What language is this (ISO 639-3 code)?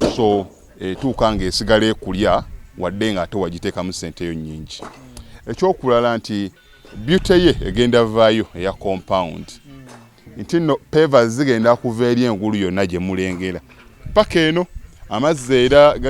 lug